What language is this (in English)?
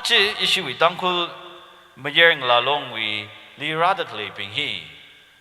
Tangkhul Naga (India)